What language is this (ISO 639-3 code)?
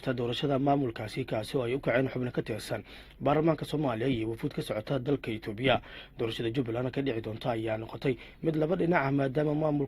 som